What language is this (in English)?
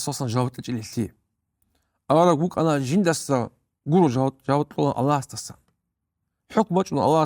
Avaric